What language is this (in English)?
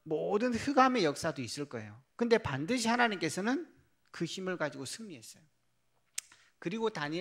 Korean